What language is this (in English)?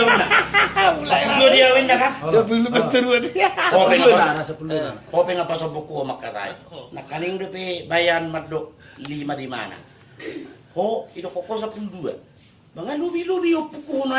Batak Toba